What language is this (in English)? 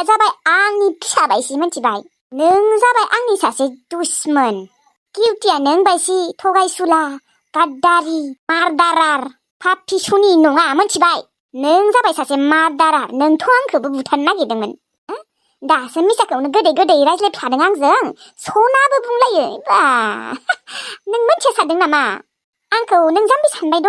Bodo